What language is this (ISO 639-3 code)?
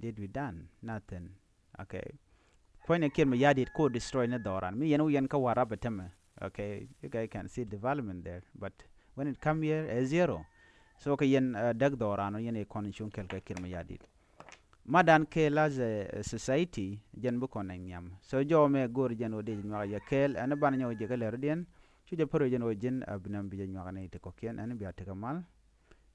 nus